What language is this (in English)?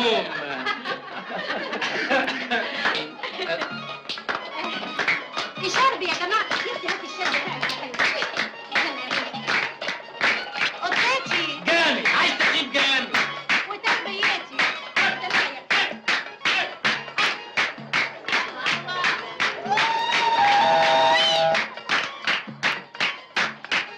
Egyptian Arabic